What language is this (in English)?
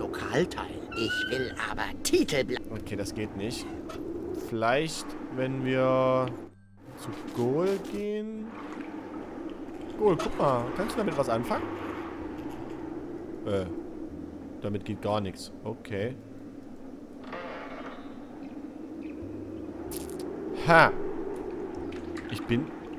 German